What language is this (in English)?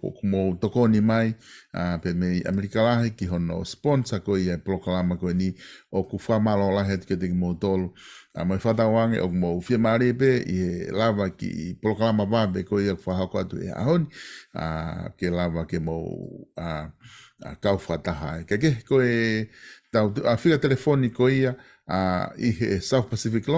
Tongan